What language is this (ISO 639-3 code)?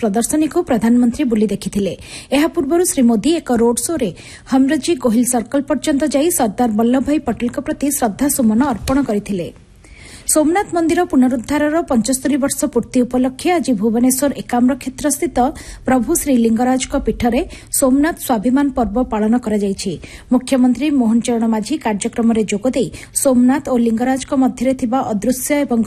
ori